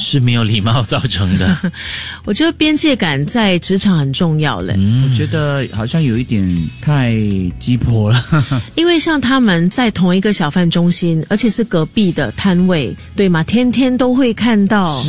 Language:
Chinese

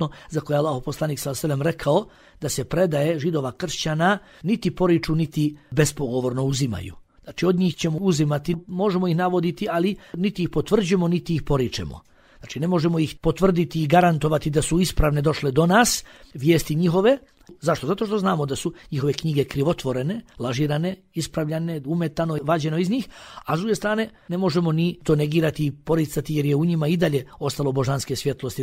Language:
Bosnian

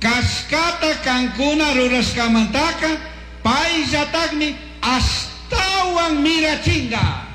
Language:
Chimborazo Highland Quichua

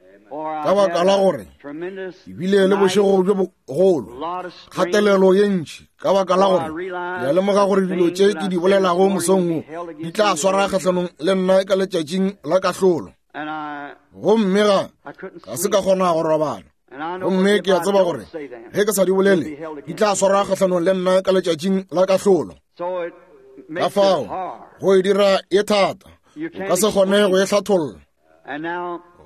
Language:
Northern Sotho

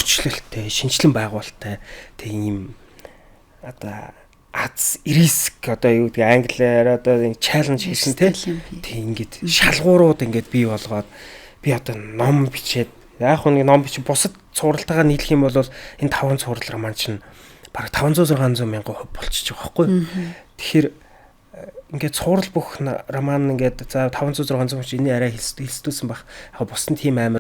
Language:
Mongolian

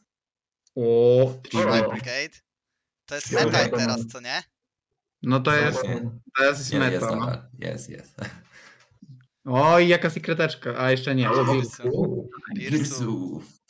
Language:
Polish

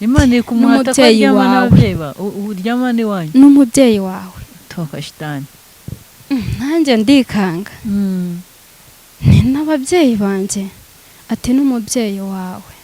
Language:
Kinyarwanda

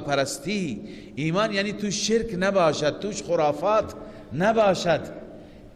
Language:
Persian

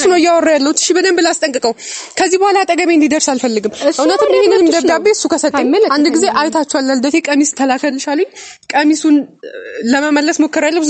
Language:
Amharic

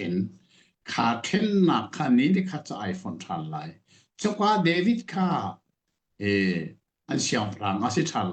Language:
Hakha Chin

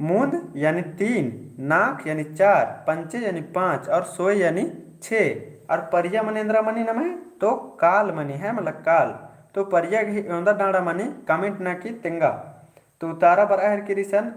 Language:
Kurukh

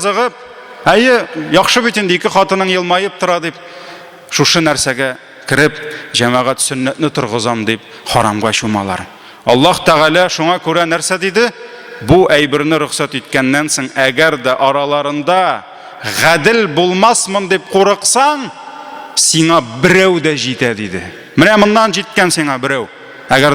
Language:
Tatar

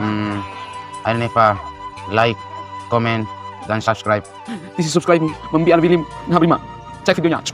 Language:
Bima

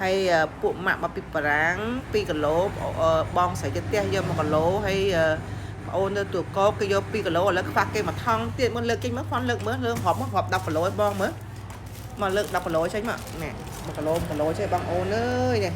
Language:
Khmer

